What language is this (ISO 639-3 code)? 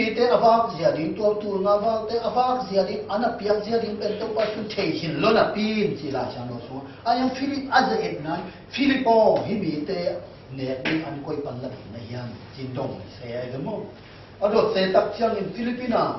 ctd